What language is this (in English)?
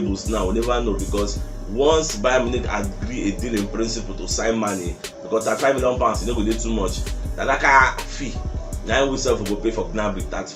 Nigerian Pidgin